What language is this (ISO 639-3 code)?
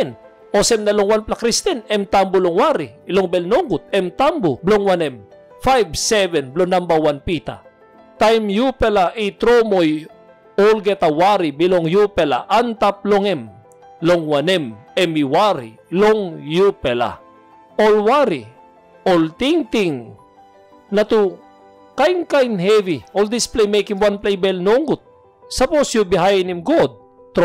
tpi